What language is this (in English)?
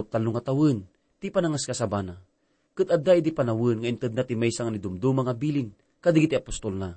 Iloko